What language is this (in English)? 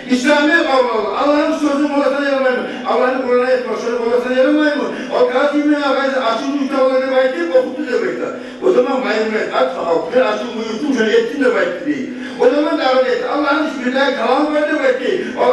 Kumyk